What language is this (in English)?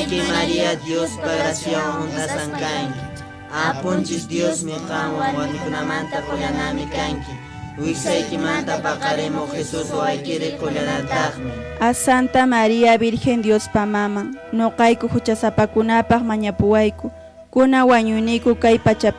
Quechua